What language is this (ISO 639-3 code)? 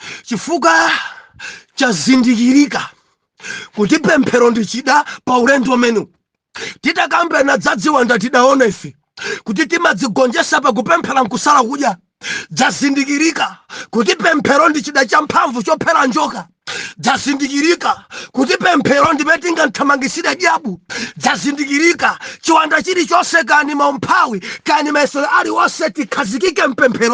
nya